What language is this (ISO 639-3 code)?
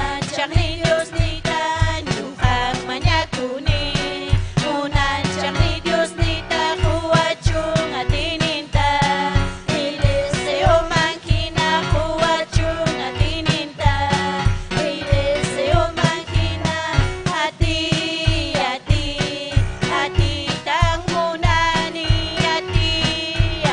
quy